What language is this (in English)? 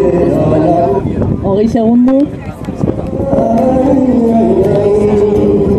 Basque